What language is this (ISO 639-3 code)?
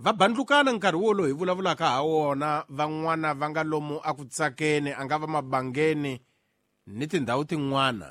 tso